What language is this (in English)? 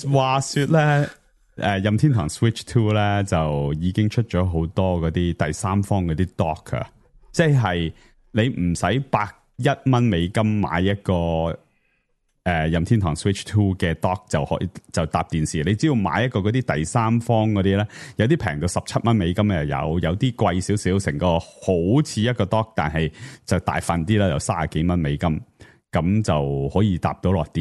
Cantonese